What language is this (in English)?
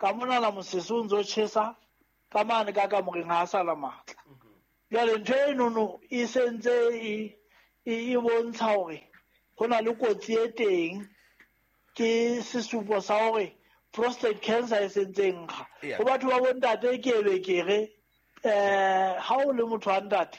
Southern Sotho